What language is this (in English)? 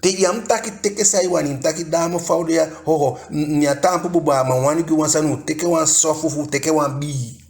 Eastern Maroon Creole